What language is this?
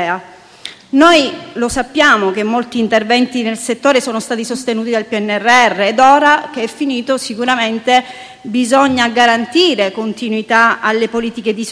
Italian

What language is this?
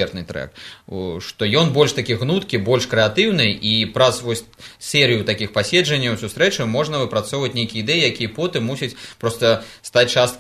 Belarusian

